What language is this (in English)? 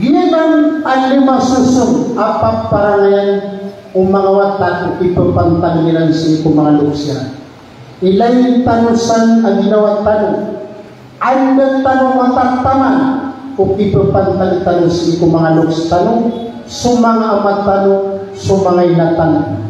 Maranao